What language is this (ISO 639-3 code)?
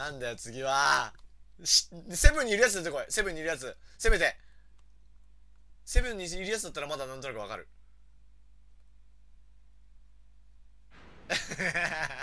jpn